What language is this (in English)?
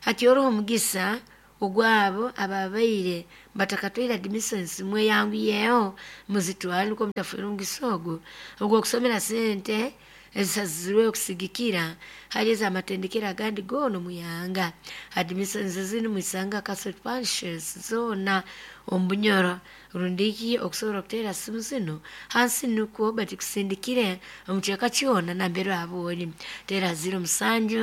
Nyoro